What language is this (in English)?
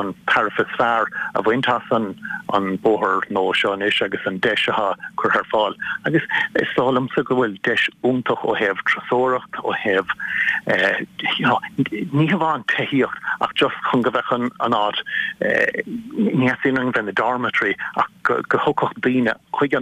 Irish